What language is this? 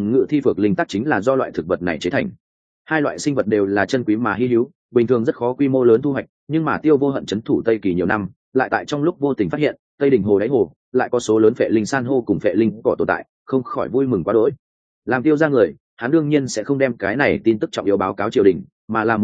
Vietnamese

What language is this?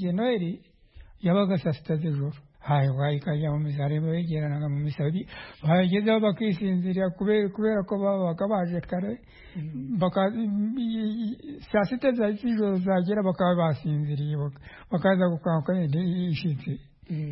Kinyarwanda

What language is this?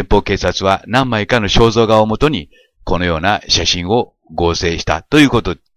Japanese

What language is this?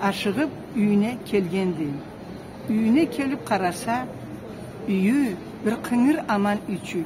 Karachay-Balkar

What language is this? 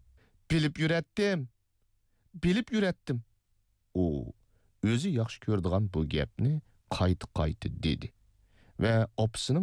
Uyghur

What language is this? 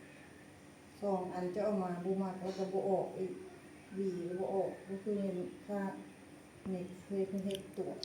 Lao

